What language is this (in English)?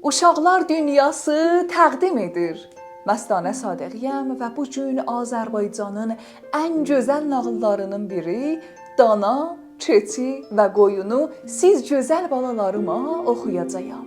South Azerbaijani